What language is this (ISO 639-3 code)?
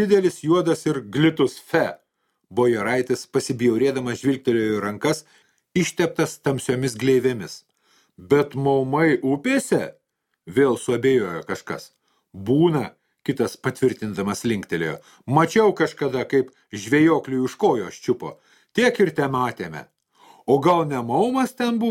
lit